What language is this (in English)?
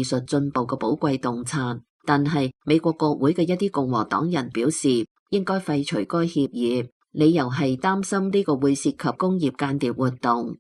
Cantonese